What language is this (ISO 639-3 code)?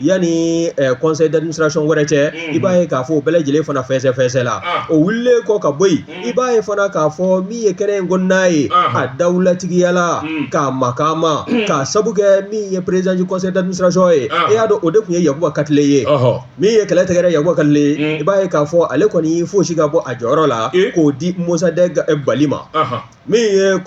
bam